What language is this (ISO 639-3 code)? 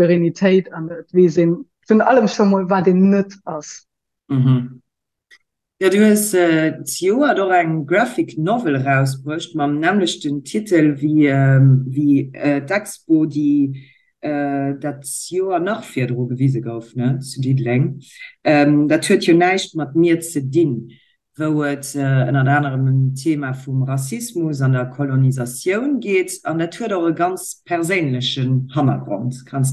ltz